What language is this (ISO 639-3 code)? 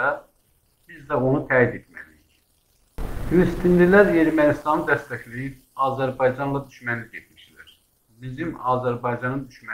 azb